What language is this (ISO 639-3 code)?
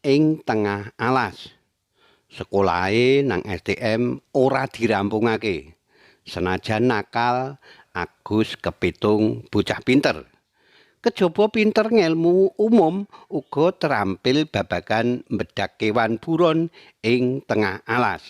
jav